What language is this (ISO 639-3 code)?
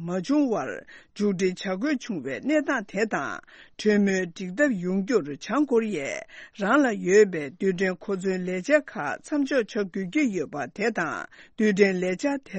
bod